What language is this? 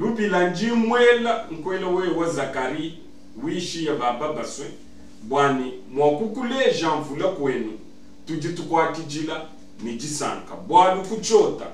Luba-Lulua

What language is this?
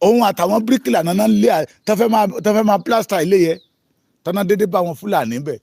Yoruba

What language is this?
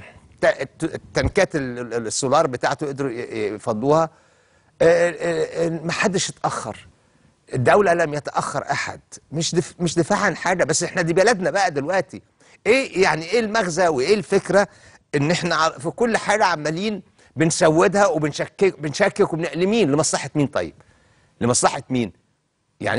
Egyptian Arabic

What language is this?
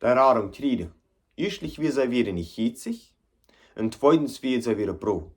Plautdietsch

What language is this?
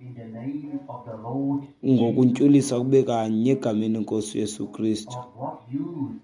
Xhosa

